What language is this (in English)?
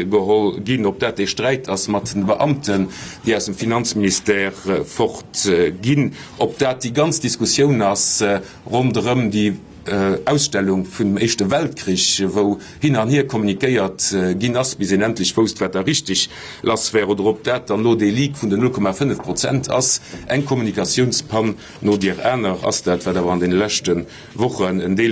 Luxembourgish